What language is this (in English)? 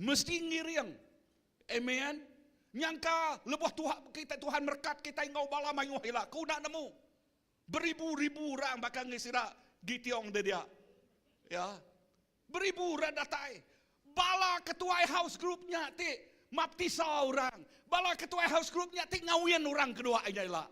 Iban